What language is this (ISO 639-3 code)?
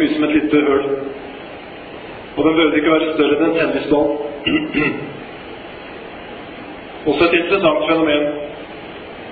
nor